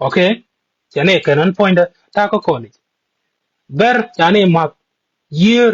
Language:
Nuer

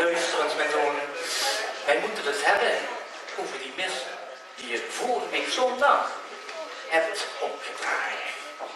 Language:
Limburgish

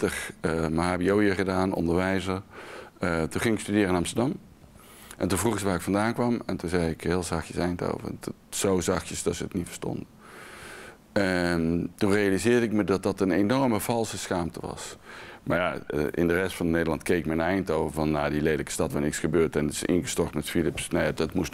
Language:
Dutch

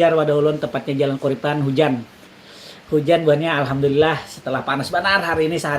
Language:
Banjar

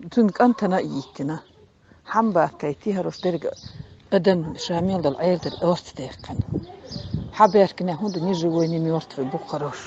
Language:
Chechen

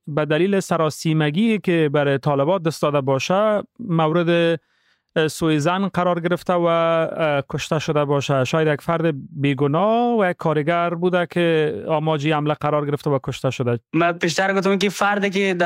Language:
Persian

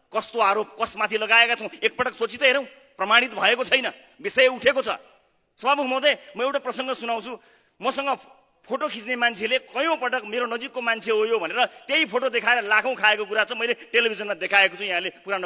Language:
Nepali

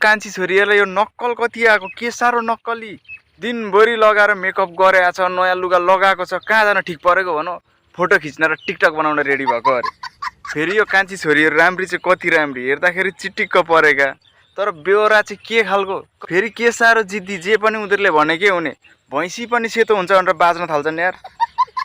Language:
Nepali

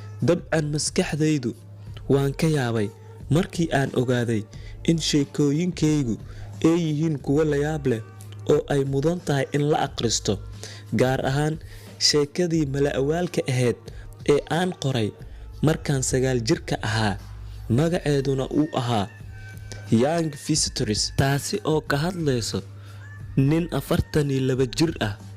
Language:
Somali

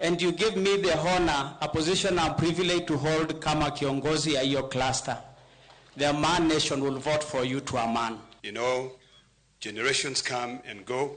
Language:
Luo (Kenya and Tanzania)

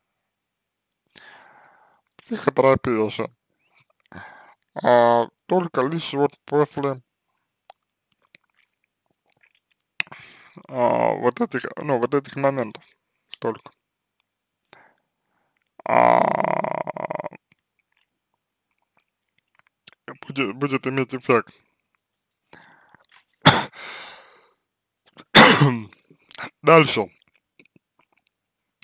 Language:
Russian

